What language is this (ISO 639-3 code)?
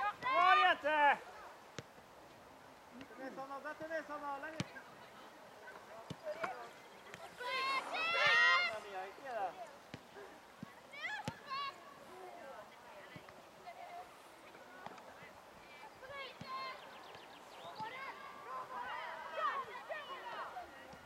nor